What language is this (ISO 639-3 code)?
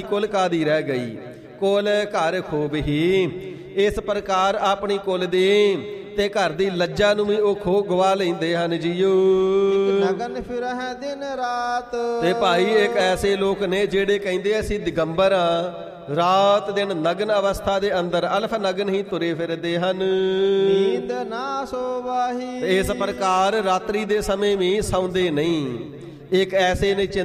pan